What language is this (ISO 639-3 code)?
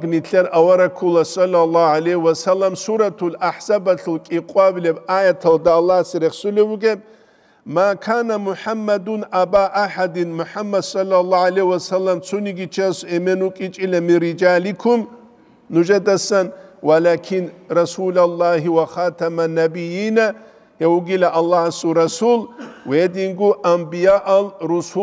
ava